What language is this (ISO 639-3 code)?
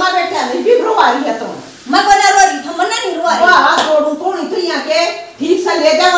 bgc